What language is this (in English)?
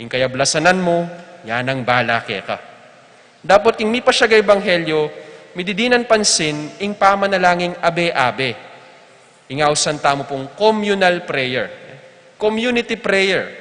Pampanga